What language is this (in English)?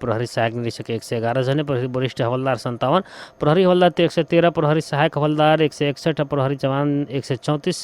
Bhojpuri